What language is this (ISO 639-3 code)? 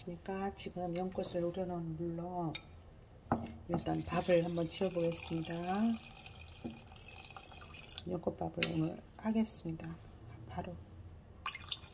kor